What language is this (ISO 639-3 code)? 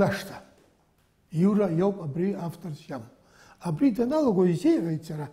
abk